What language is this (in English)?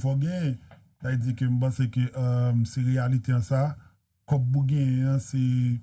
Haitian Creole